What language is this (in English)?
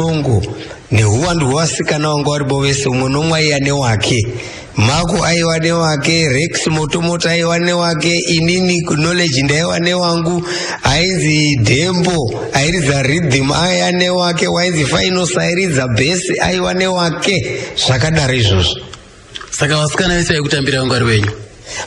Shona